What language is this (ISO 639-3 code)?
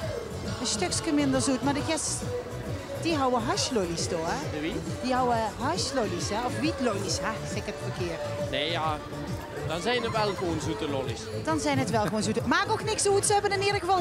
lim